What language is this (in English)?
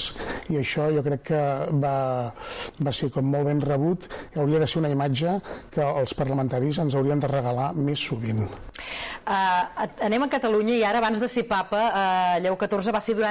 Catalan